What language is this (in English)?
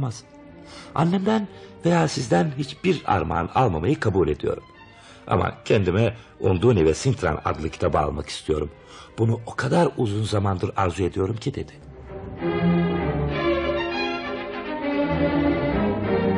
Turkish